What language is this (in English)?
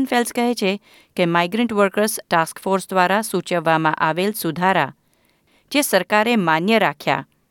Gujarati